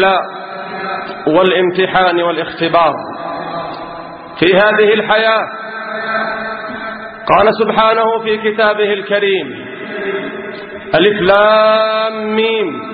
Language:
Arabic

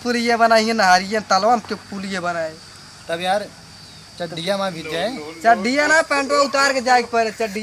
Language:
Awadhi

